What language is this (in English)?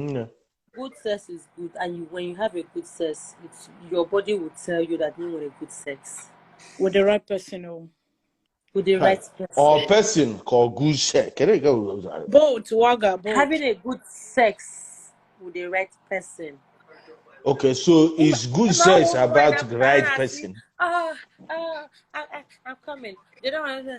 Igbo